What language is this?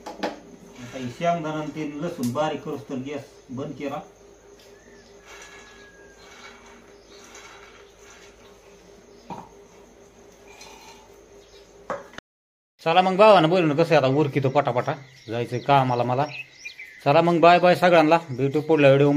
Marathi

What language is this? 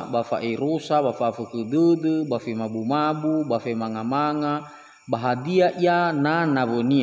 Nias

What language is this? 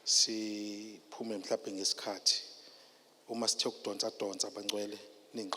Zulu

